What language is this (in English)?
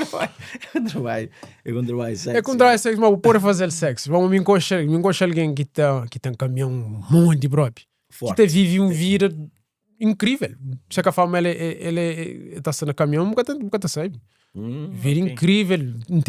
Kabuverdianu